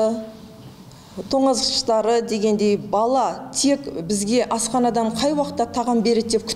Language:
Kazakh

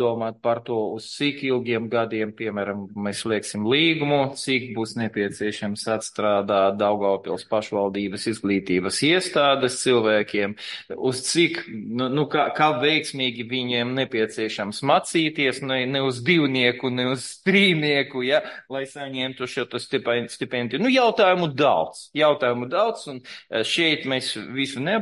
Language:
Latvian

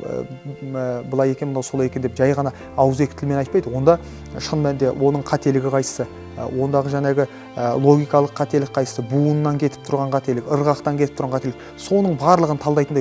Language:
Kazakh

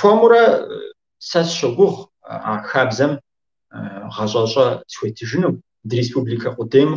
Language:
Kabardian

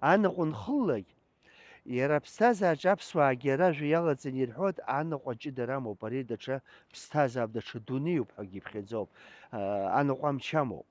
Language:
Abkhazian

